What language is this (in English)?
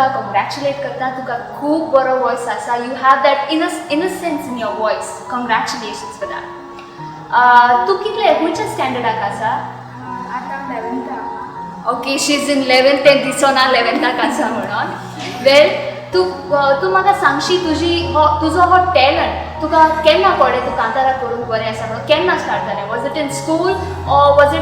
Konkani